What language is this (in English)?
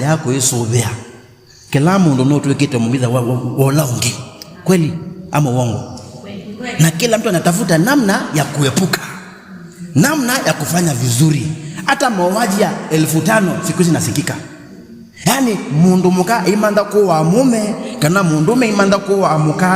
Kamba